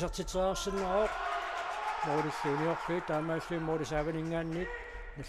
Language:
Kalaallisut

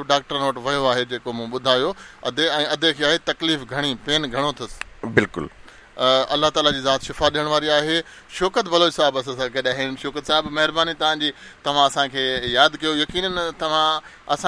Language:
Sindhi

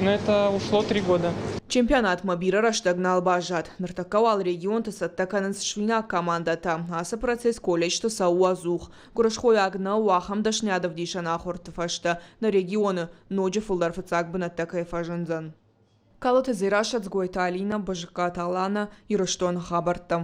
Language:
Ossetic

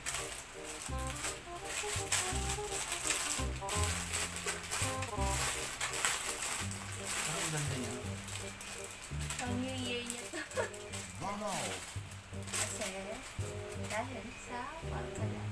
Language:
Filipino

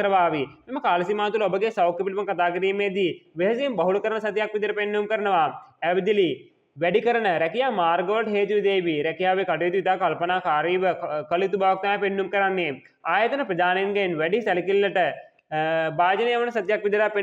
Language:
Sinhala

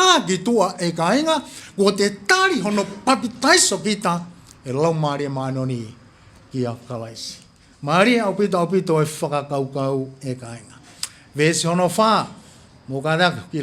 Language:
Tongan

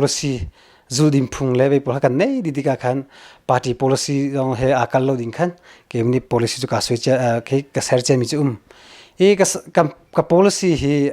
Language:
Hakha Chin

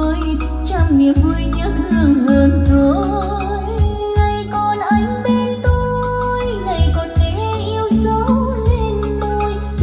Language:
Vietnamese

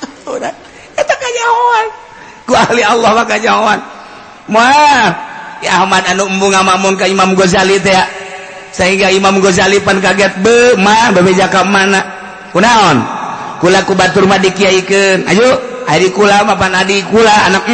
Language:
Sundanese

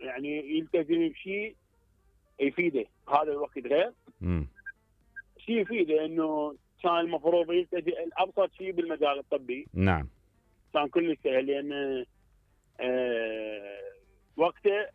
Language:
Mesopotamian Arabic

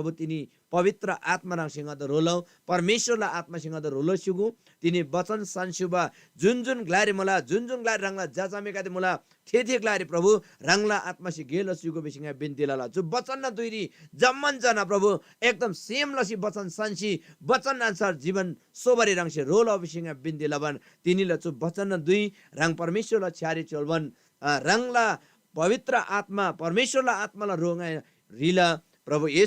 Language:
Eastern Tamang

